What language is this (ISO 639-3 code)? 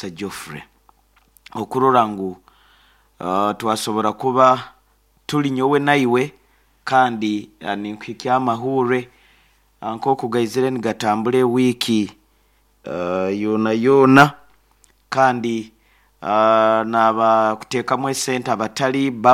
nyo